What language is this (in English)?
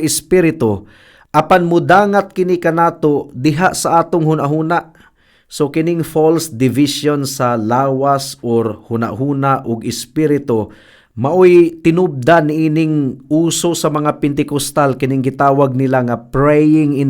Cebuano